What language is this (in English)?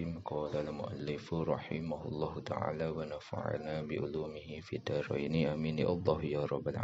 Sundanese